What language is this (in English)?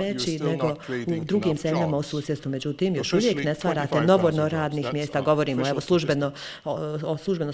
Bosnian